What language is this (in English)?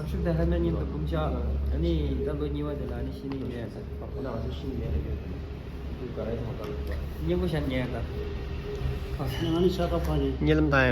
Tibetan